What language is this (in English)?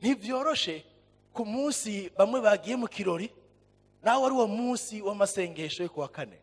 Rundi